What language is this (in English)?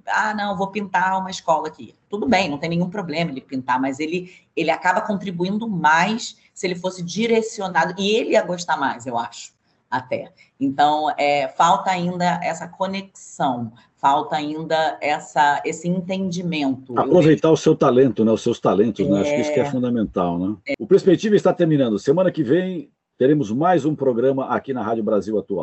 Portuguese